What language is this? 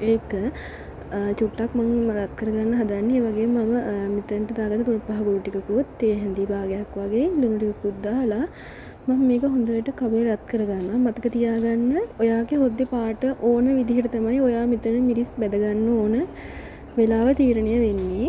Sinhala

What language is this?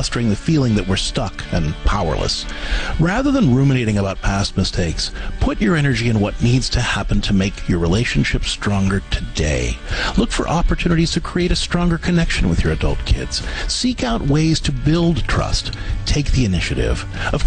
English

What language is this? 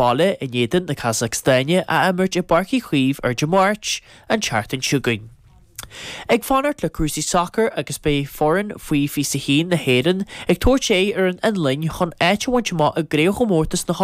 Irish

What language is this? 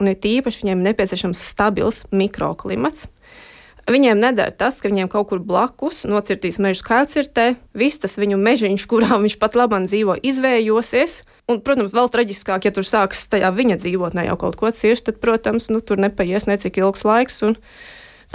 Latvian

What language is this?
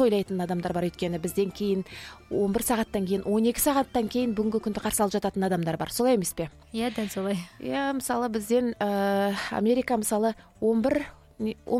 Kazakh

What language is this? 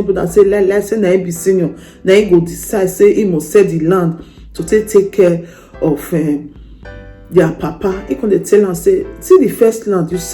Nigerian Pidgin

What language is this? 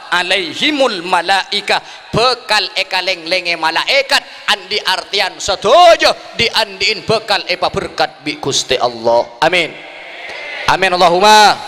Madurese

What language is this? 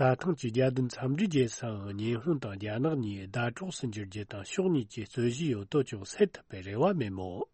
Tibetan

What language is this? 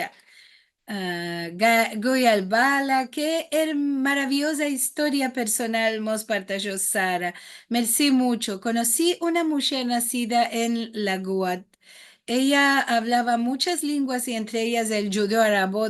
Ladino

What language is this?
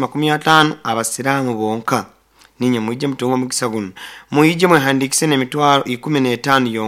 Nyoro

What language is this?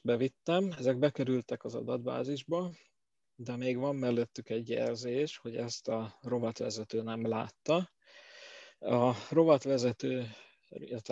Hungarian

